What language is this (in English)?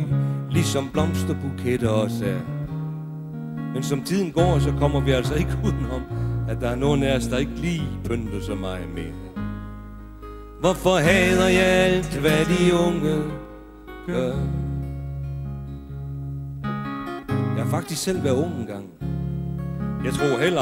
Danish